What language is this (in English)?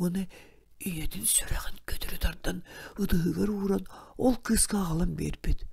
Yakut